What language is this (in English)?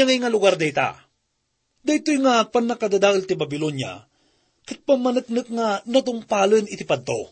Iloko